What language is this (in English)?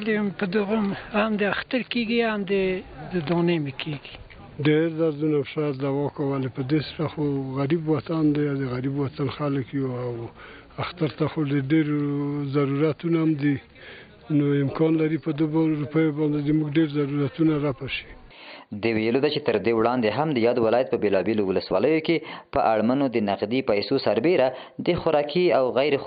Pashto